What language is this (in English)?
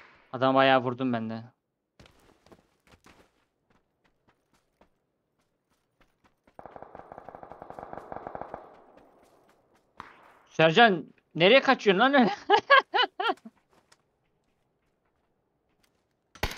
Turkish